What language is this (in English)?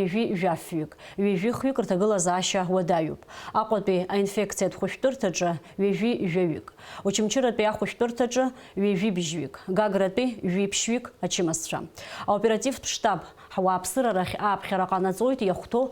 Abkhazian